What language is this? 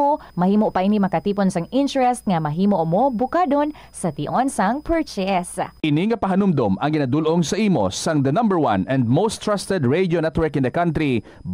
Hiligaynon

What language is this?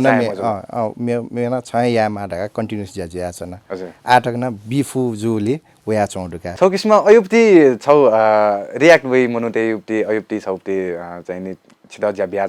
Newari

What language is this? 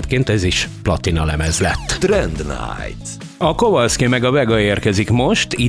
Hungarian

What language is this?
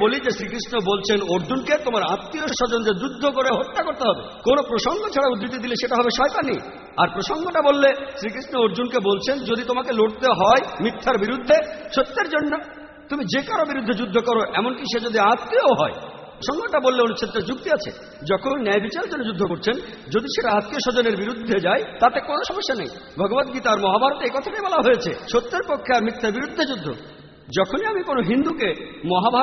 Bangla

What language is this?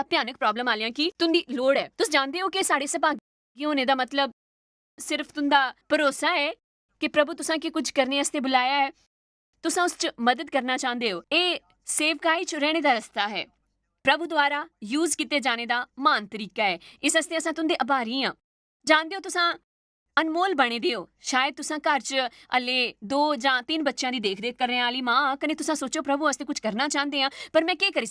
Dogri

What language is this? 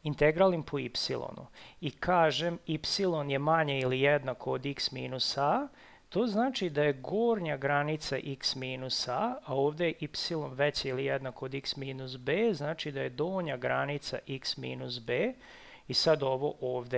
Serbian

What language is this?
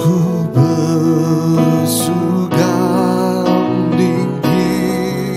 Iban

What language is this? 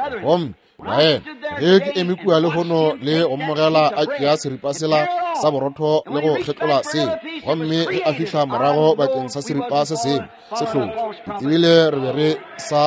Northern Sotho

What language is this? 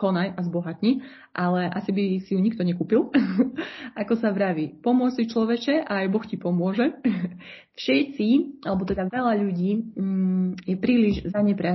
Slovak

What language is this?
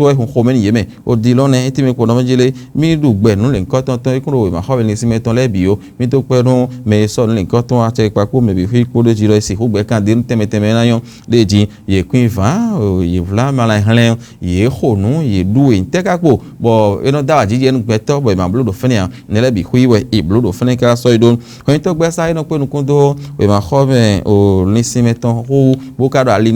Fon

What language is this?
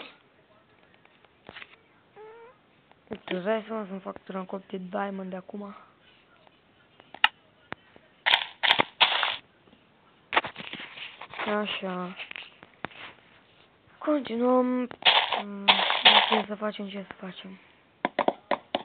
Romanian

